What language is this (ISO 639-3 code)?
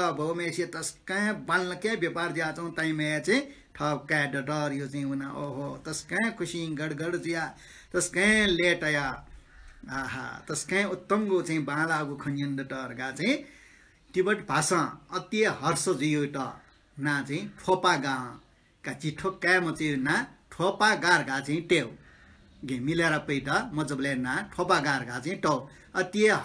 new